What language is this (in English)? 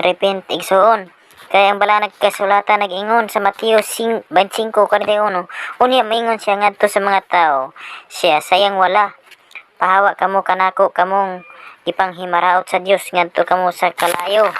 Cebuano